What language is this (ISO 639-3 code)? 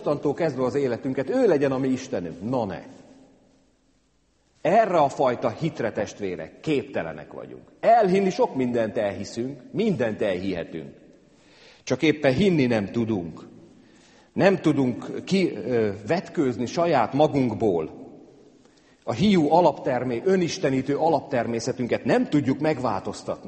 hun